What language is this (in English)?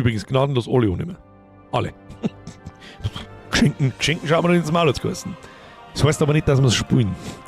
Bavarian